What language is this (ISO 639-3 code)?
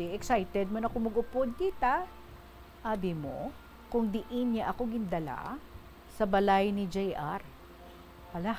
hil